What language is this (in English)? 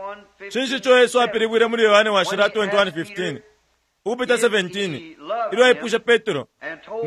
Bemba